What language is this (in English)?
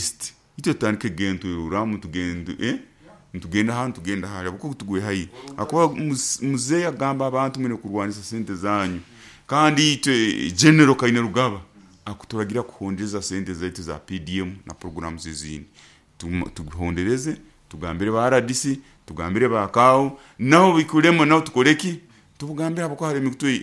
Nyoro